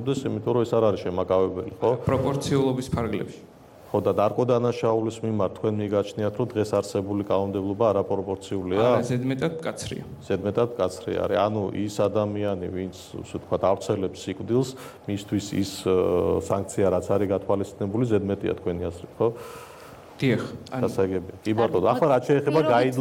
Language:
Georgian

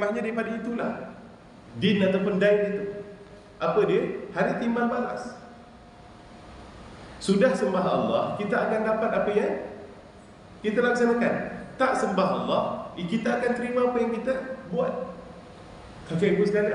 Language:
Malay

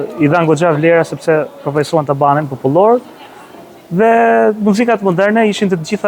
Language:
Albanian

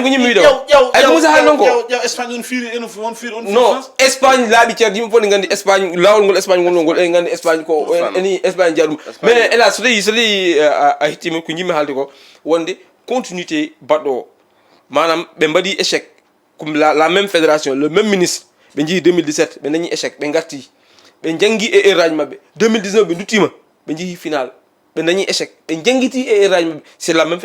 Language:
Fula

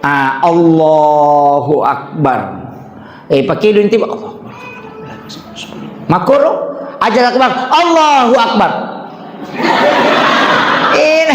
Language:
Buginese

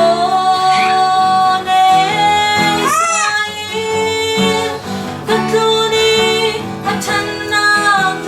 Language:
Falam Chin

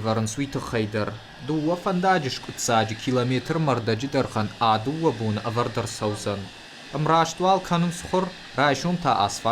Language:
Ossetic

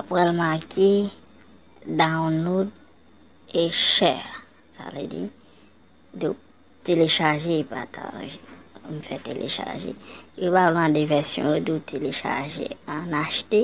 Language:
Haitian Creole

